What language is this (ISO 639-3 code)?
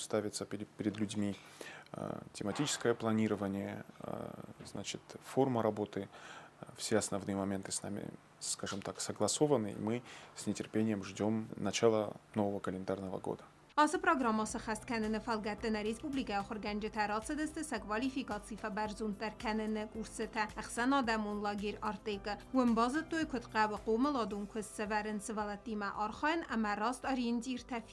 oss